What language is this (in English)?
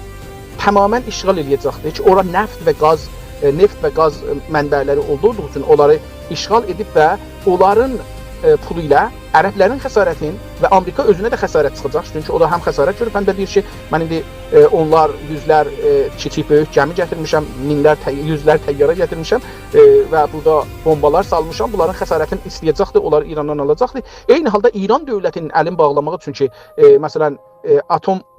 South Azerbaijani